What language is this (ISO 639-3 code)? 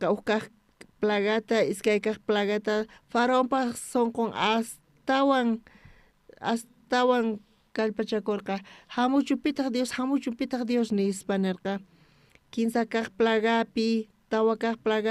quh